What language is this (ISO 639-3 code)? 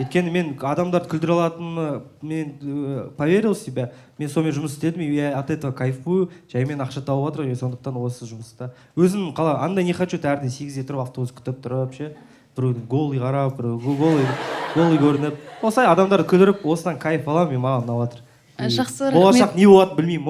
kaz